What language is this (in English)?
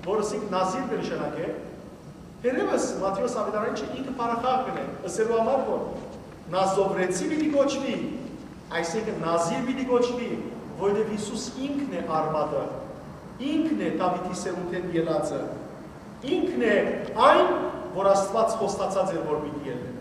Western Armenian